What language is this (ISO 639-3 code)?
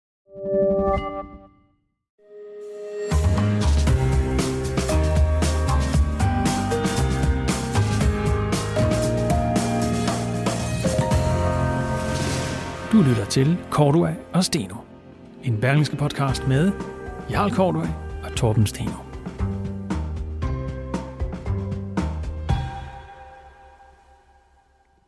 dan